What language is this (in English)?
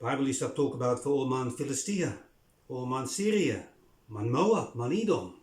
Bislama